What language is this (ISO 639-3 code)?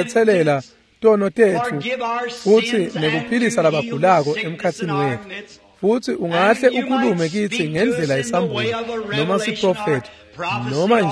ssw